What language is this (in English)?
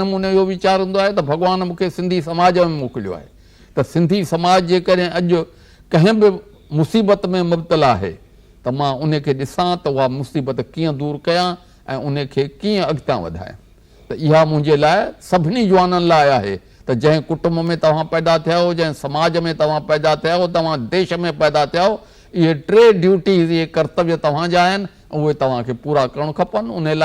Sindhi